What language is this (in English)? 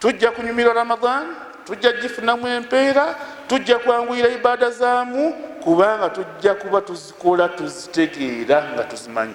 Ganda